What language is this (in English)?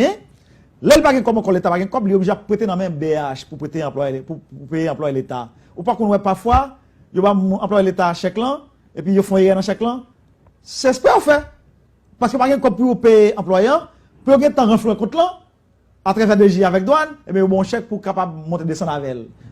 Haitian Creole